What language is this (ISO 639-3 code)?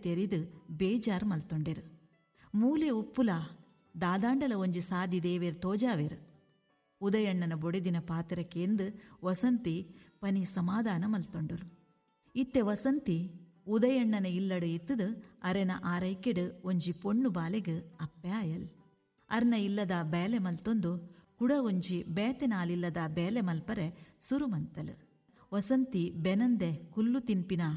tcy